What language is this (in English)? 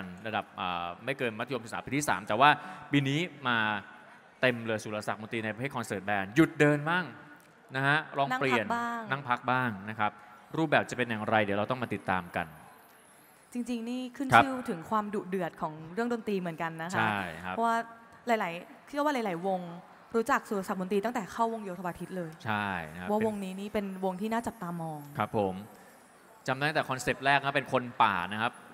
Thai